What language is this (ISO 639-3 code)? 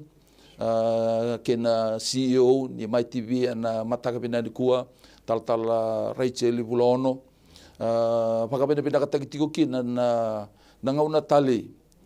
fij